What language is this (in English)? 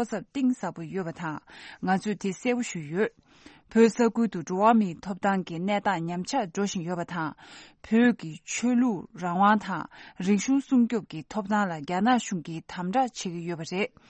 Tibetan